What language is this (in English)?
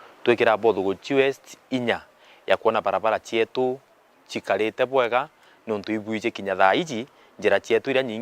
Meru